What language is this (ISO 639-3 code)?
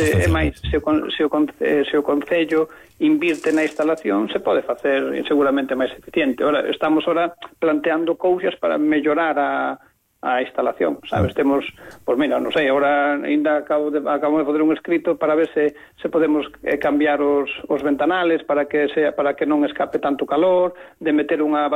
glg